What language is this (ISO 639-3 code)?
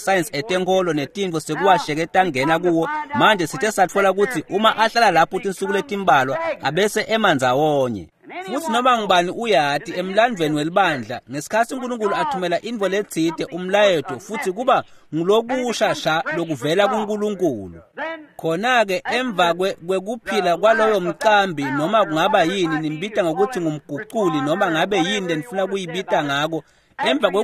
ssw